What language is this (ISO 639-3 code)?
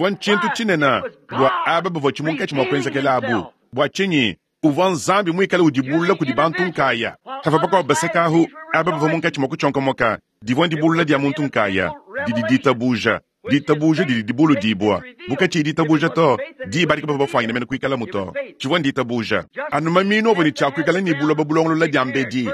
lua